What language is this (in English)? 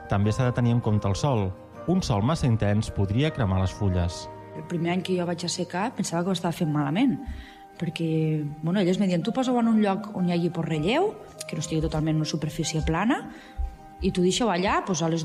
Catalan